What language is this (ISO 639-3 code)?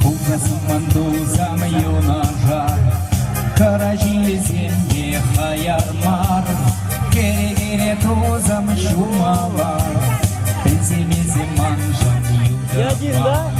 chv